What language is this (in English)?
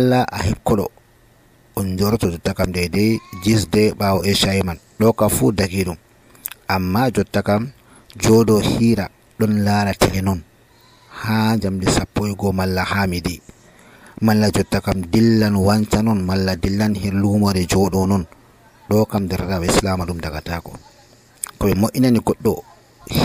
Nigerian Fulfulde